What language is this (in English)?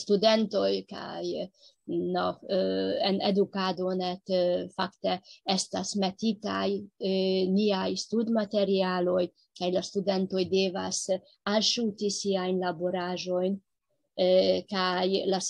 Esperanto